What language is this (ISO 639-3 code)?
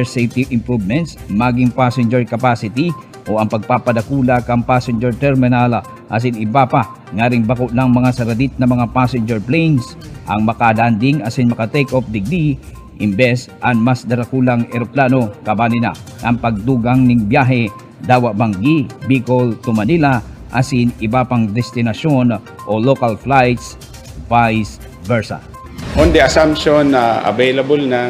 bik